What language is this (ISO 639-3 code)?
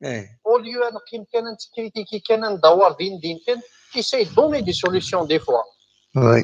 kab